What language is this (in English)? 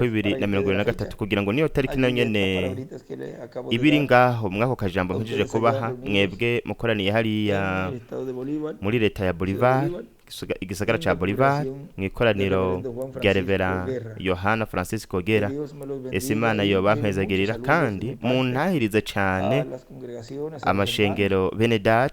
Rundi